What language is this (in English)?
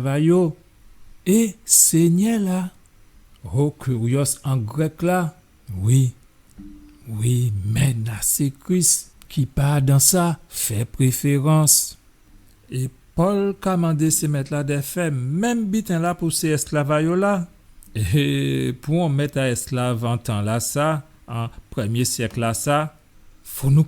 Guadeloupean Creole French